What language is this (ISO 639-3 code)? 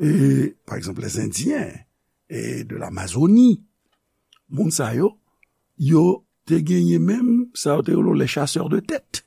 hat